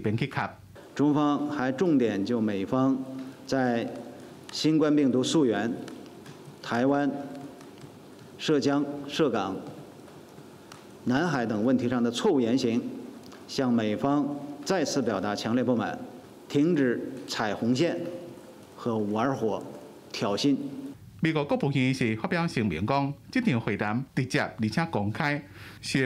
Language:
Min Nan Chinese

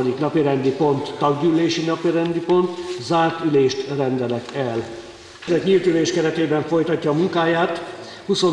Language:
Hungarian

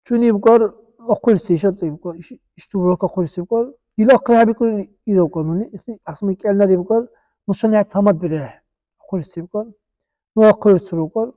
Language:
Dargwa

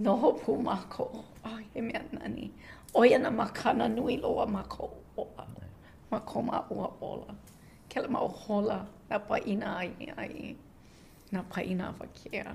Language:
Hawaiian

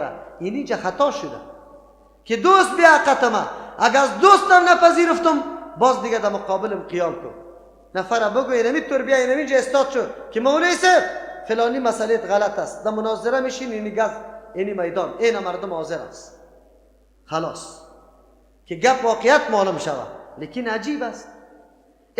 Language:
Persian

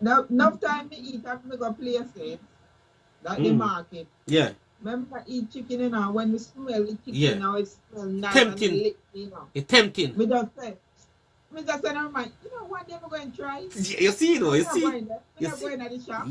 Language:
Jamaican Creole English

